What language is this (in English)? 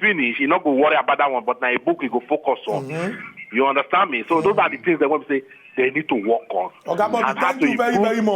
Nigerian Pidgin